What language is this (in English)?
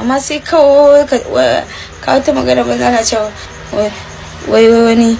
Hausa